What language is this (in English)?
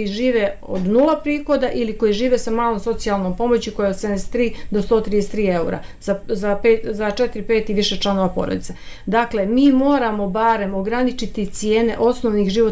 Bosnian